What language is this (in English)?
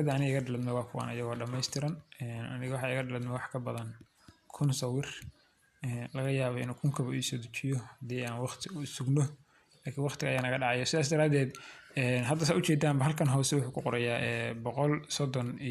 Somali